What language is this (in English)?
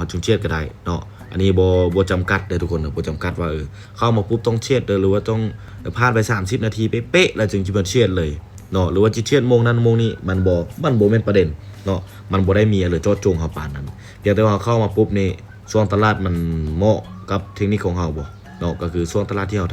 Lao